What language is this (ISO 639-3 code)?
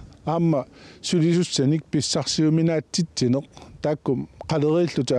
kal